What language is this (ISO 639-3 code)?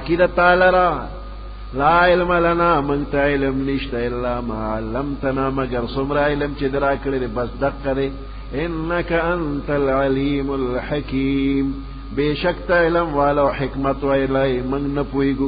pus